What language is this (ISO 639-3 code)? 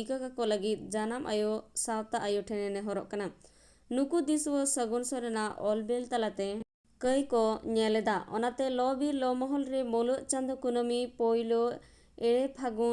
sat